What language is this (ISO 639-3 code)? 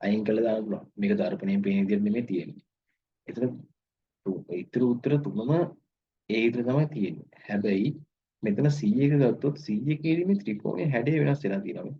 sin